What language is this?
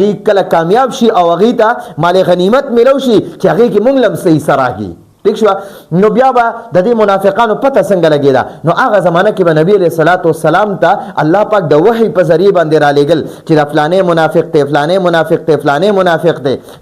Pashto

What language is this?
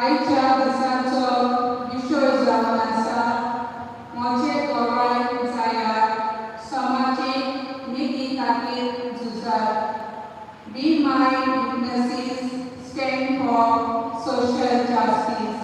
Konkani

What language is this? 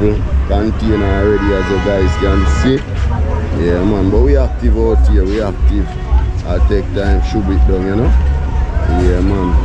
Jamaican Creole English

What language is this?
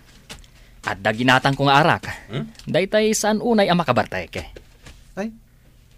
Iloko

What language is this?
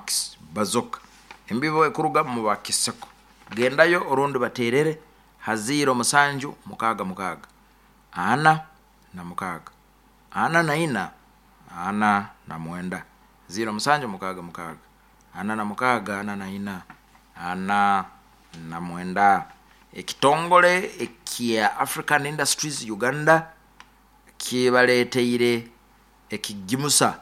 Nyoro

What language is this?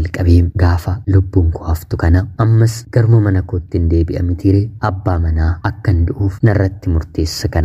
Oromo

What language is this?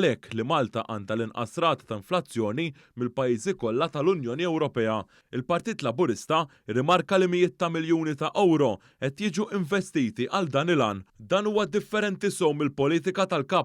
Maltese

